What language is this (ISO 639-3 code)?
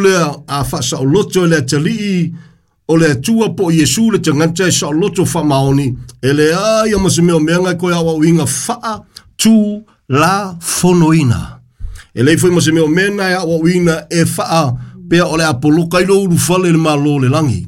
smo